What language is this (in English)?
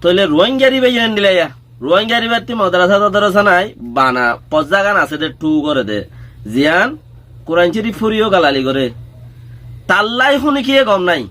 Rohingya